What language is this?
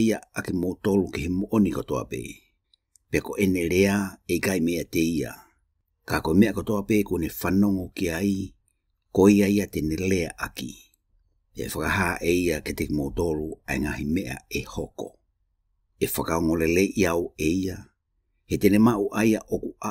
Tongan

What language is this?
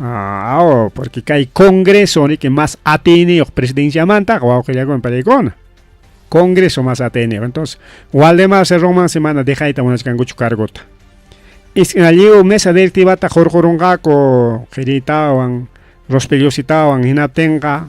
Ayacucho Quechua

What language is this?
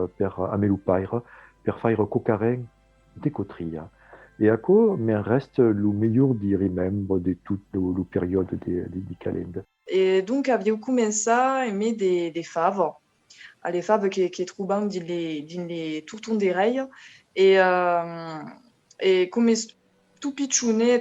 Occitan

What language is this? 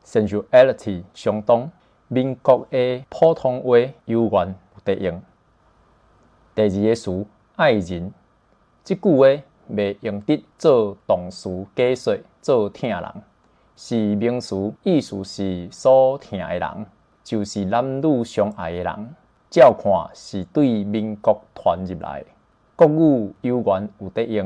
Min Nan Chinese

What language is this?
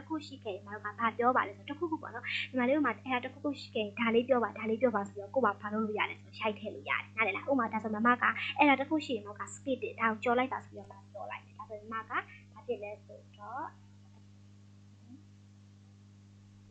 Burmese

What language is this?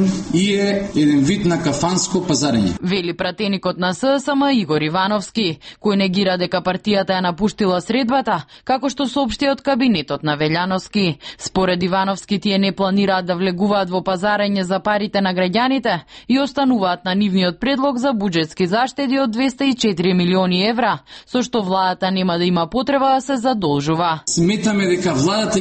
Macedonian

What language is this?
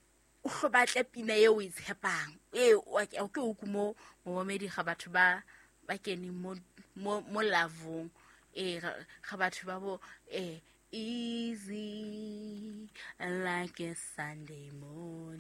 Southern Sotho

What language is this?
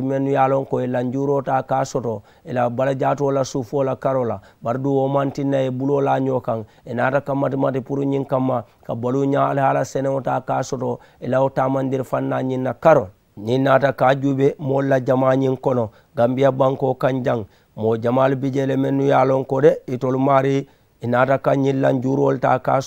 Mandingo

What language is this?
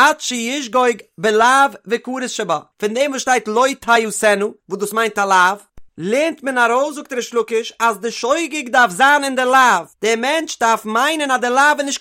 Yiddish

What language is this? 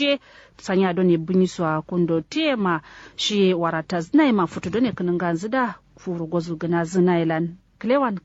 Kanuri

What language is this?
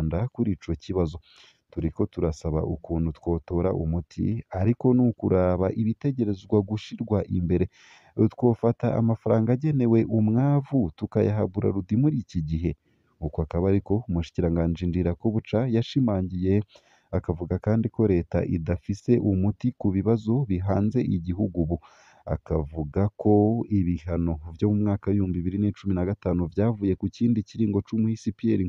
Rundi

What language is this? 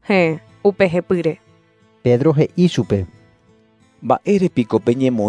Guarani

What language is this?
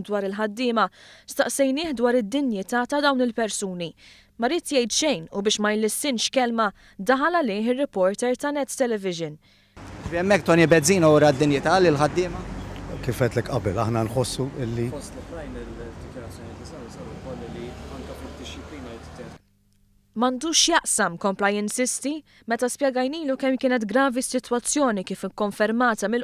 Maltese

